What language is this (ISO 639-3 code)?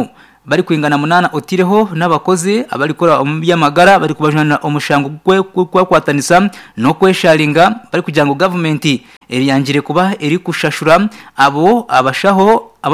nyn